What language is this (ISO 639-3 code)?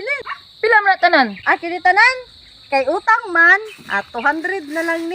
ceb